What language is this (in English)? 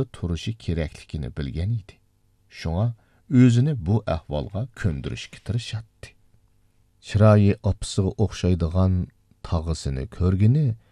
Uyghur